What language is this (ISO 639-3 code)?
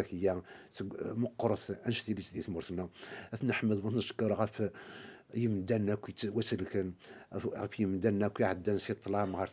kab